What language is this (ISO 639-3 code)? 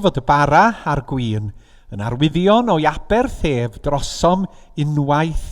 cym